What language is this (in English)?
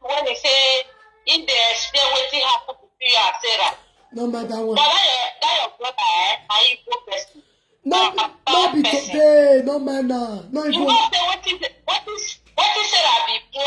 Nigerian Pidgin